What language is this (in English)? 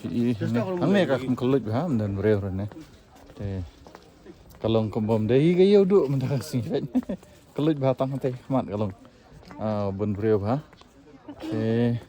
Khasi